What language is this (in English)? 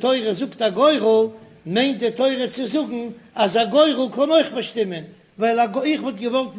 Yiddish